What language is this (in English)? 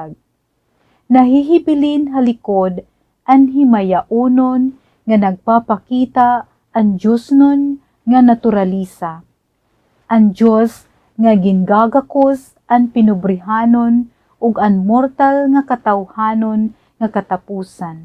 Waray